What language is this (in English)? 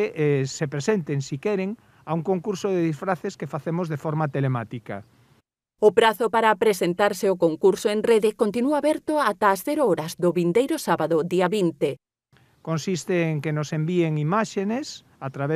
Galician